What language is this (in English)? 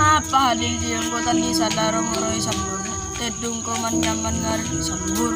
Madurese